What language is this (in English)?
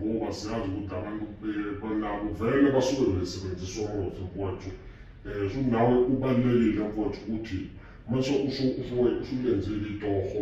Zulu